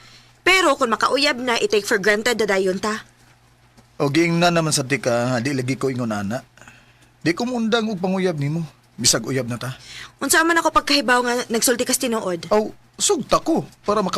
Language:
Cebuano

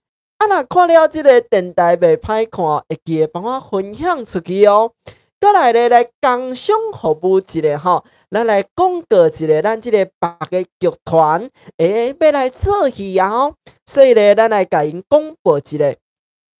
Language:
Min Nan Chinese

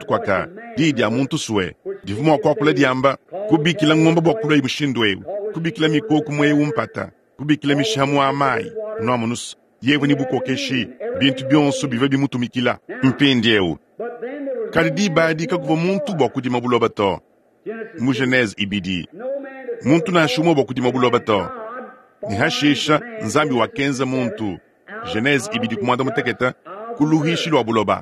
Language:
Luba-Lulua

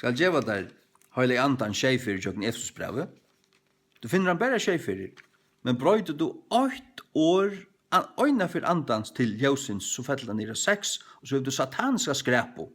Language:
Faroese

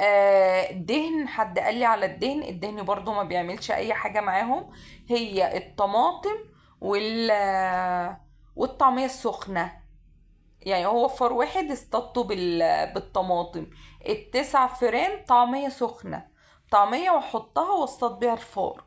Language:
Egyptian Arabic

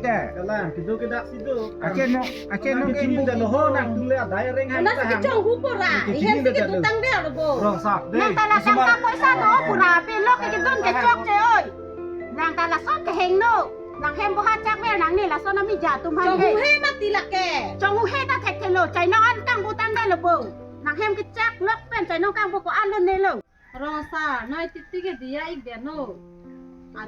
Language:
Karbi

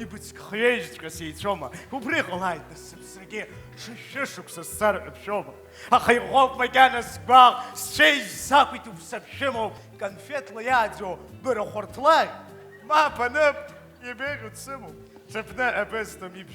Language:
Abkhazian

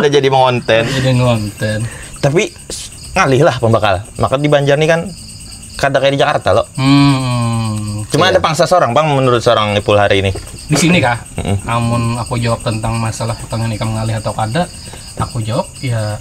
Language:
Banjar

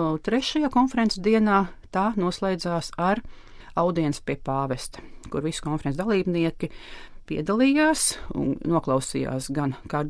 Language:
Latvian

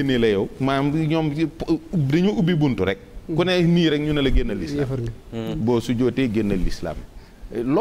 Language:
Wolof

